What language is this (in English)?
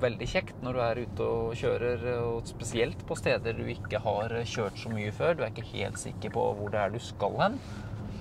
Norwegian